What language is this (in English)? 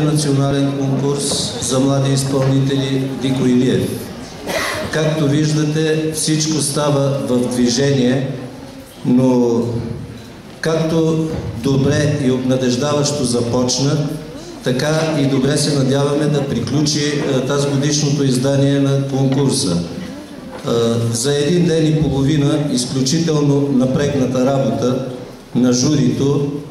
Bulgarian